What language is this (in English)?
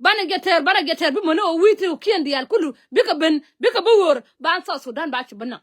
Nuer